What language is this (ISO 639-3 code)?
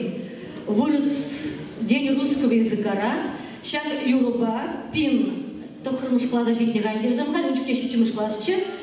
chv